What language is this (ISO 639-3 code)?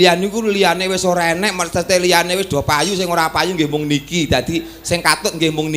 jav